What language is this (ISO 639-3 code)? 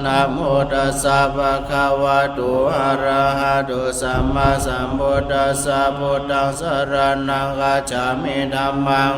pli